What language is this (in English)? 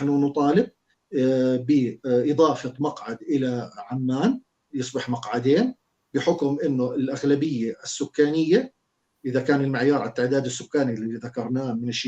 North Levantine Arabic